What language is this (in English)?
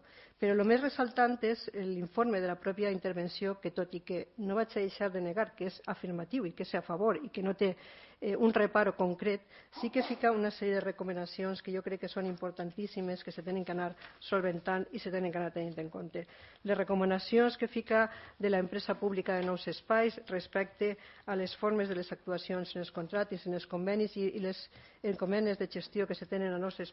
Catalan